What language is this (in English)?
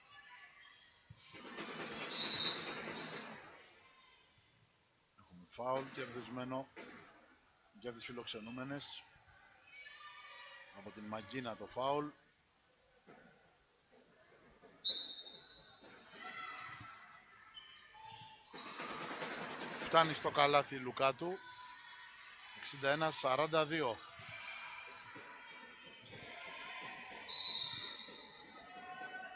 Greek